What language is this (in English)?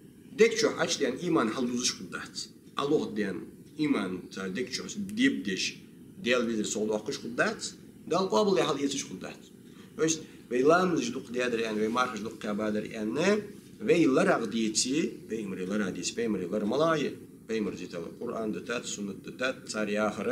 Ingush